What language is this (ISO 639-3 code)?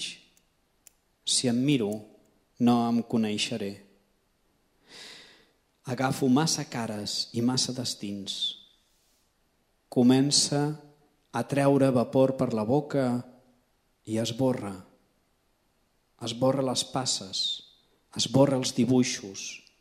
cat